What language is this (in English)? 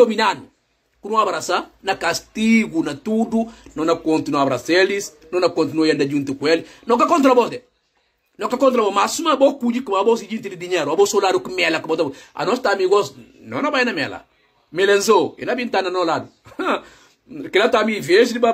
Portuguese